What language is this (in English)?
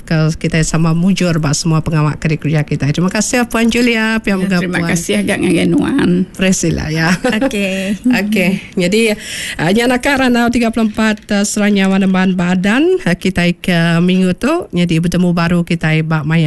Iban